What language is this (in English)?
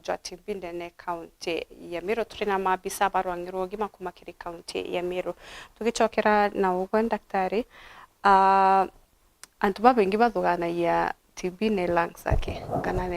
Meru